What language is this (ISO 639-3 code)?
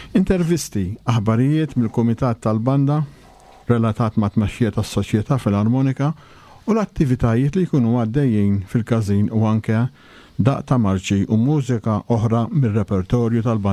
mlt